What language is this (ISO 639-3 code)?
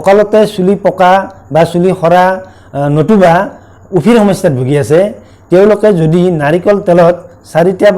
asm